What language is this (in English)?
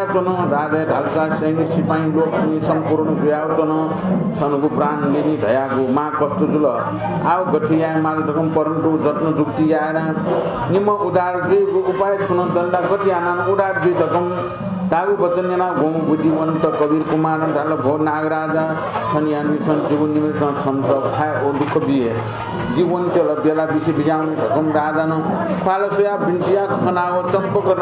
Newari